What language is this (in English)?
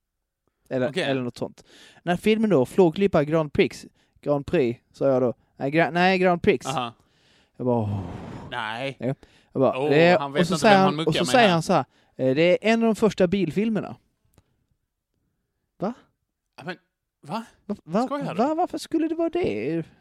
Swedish